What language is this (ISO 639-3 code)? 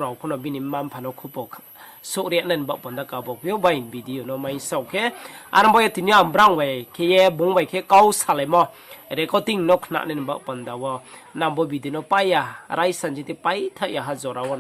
ria